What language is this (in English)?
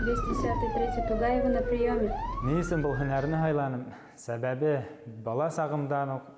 Bashkir